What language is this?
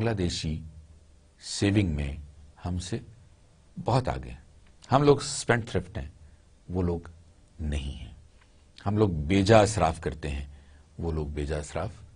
Urdu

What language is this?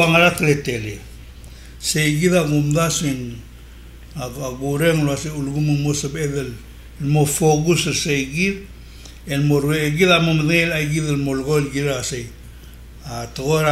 Palauan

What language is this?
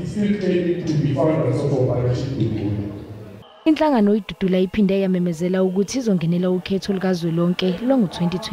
Zulu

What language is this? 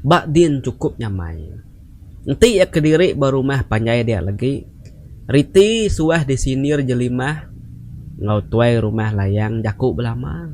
Iban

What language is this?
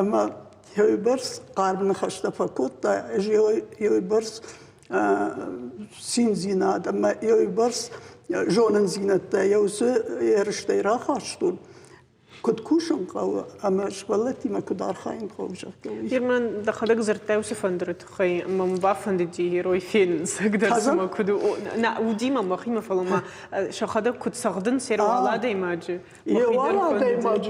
Ossetic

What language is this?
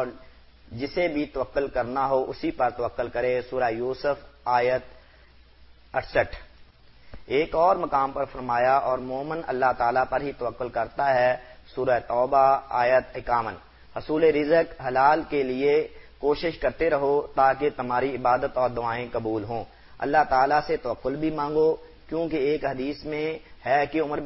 Urdu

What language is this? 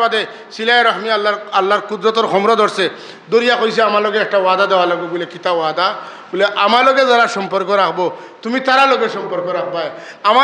Sylheti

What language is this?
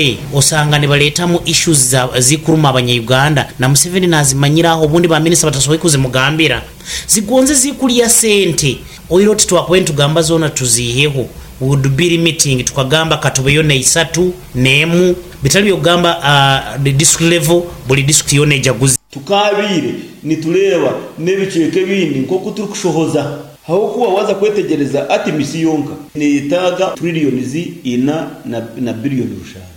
Nyoro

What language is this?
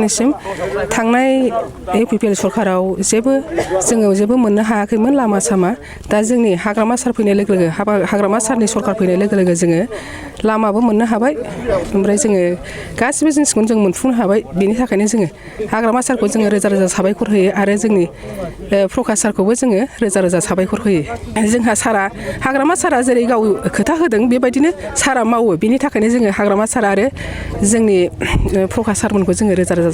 Bodo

